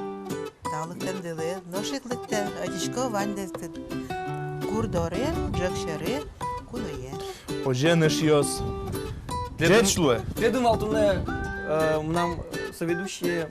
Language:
Udmurt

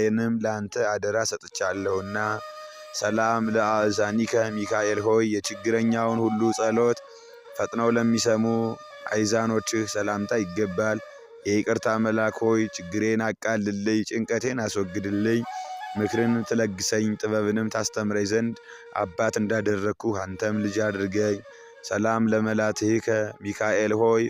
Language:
Amharic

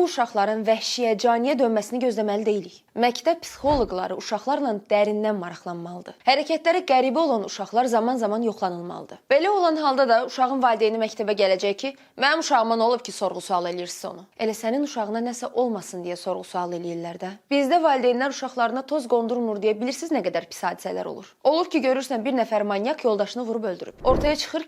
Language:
Azerbaijani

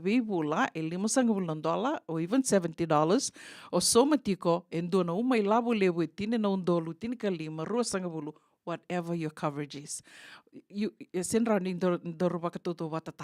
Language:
Fijian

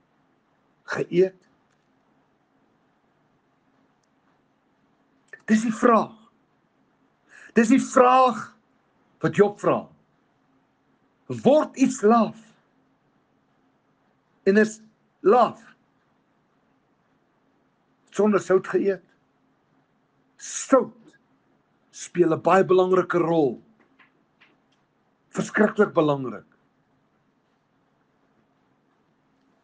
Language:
Afrikaans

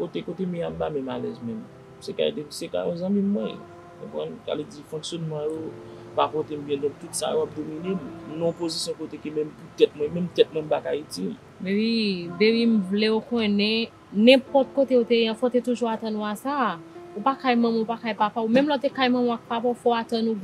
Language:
Haitian Creole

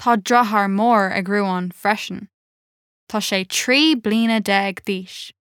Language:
Irish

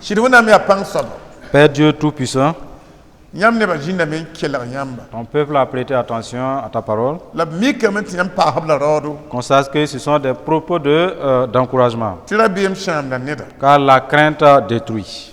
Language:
Mossi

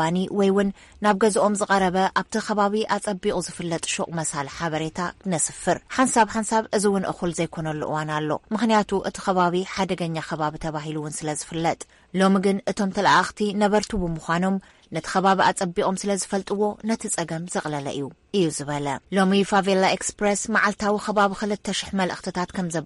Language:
Tigrinya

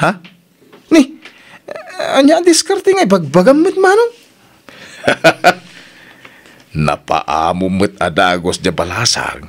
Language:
Iloko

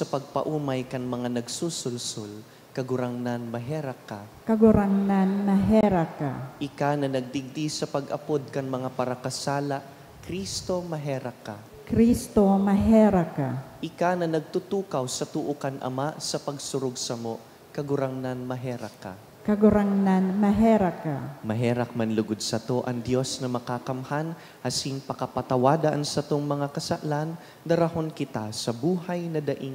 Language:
Bikol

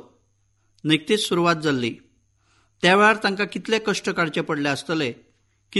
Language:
Konkani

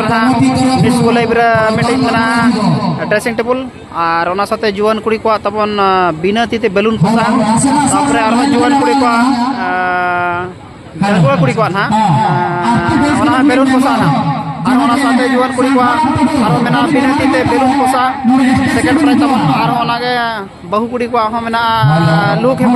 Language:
Santali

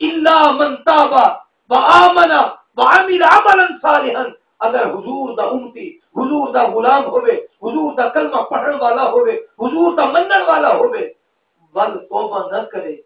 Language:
Saraiki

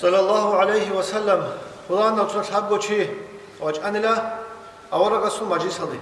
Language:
Avaric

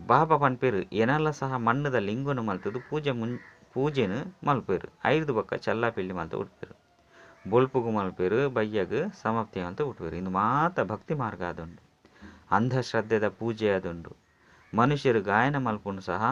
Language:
Tulu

